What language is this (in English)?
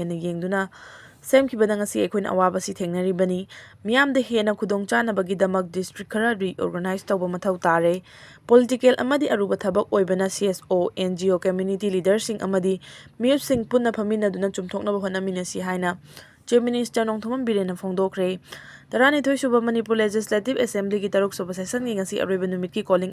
Manipuri